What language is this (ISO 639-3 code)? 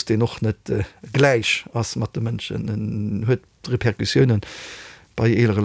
ltz